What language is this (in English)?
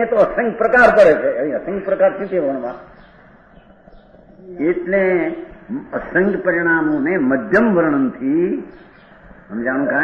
Gujarati